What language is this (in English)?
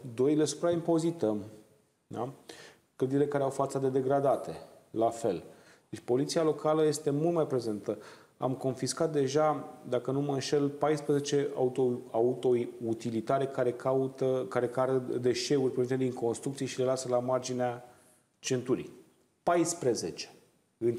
Romanian